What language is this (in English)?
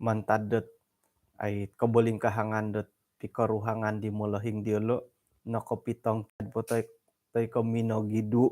Central Dusun